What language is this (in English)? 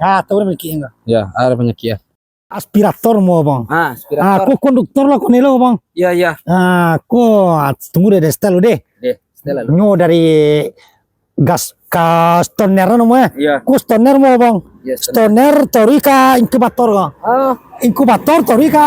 Minangkabau